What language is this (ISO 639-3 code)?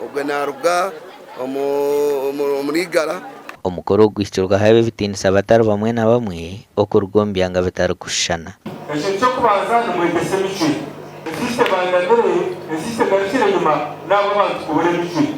nyn